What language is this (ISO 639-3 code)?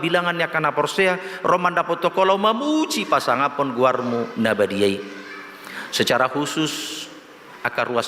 bbc